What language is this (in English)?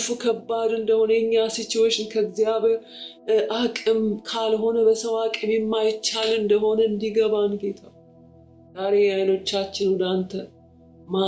Amharic